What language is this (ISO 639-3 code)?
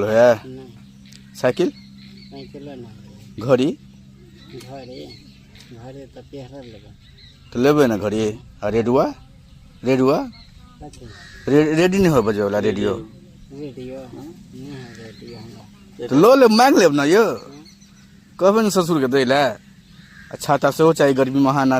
mai